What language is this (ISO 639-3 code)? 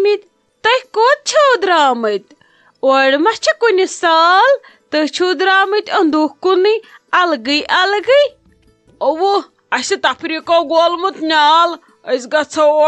kas